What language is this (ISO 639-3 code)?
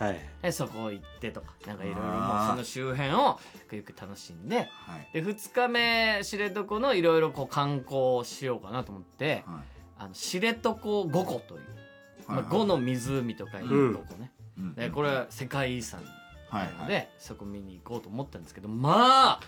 jpn